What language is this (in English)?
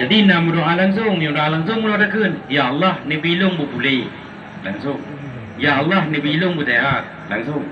Achinese